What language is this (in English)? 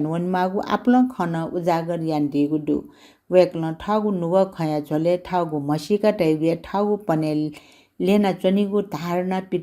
Newari